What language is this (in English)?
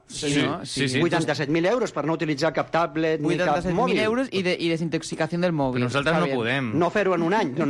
Catalan